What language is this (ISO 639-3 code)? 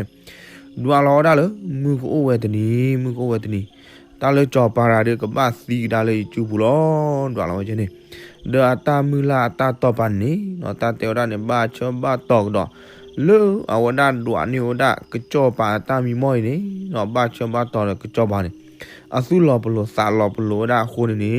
ksw